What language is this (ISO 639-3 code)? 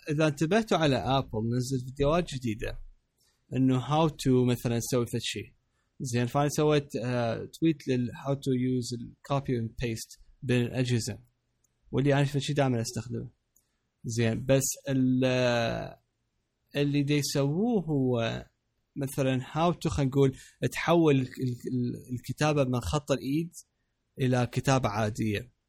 acm